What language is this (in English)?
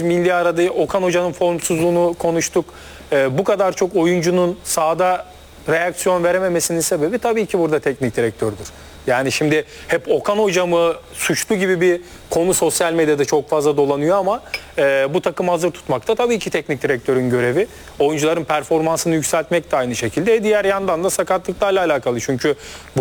Turkish